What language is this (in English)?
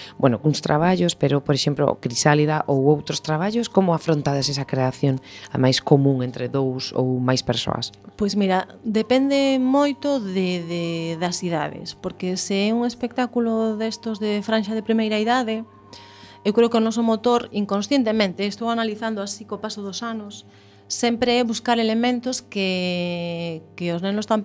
Galician